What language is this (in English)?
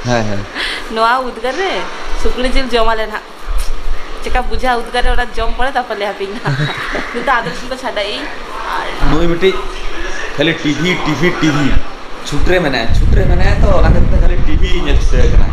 Santali